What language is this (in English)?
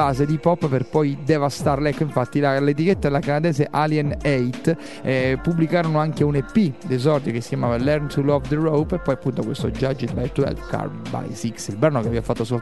Italian